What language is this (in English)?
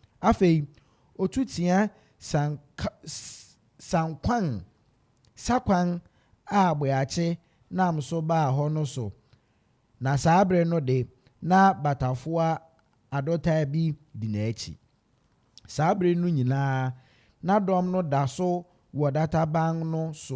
Akan